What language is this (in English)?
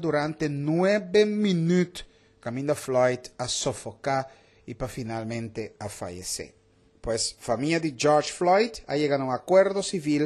Papiamento